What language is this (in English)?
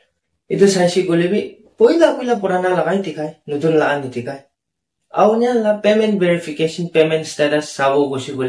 Naga Pidgin